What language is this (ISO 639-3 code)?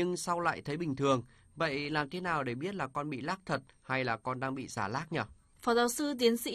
vie